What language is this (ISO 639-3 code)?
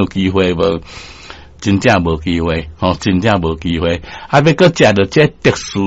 nan